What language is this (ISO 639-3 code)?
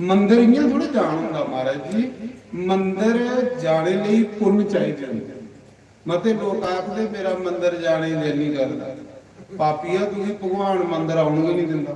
doi